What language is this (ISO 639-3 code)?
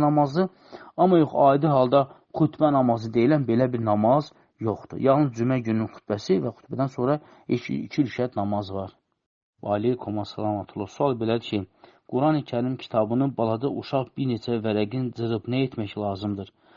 aze